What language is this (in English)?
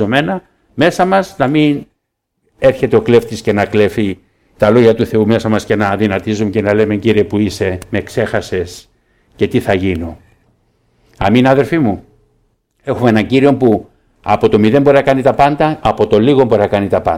Greek